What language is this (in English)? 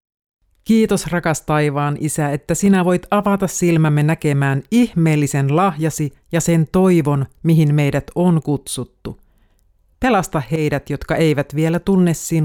Finnish